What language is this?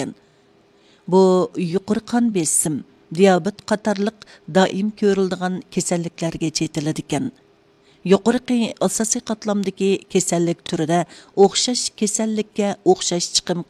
Uyghur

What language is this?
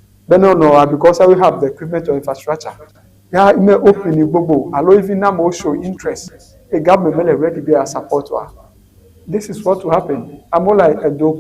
Ewe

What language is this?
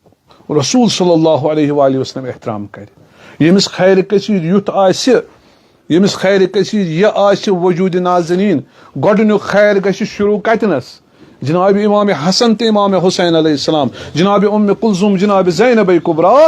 Kashmiri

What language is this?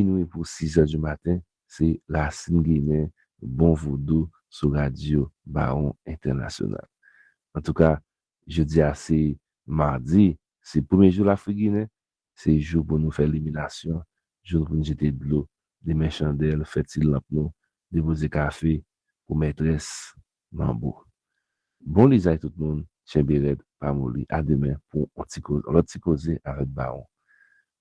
Haitian Creole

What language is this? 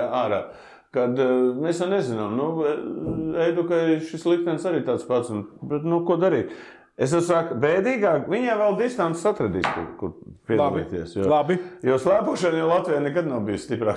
Latvian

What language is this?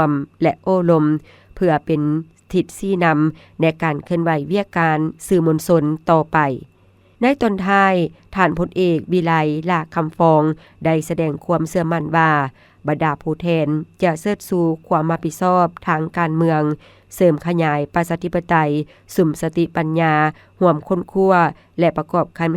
Lao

